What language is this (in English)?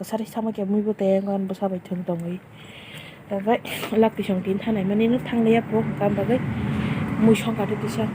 Kok Borok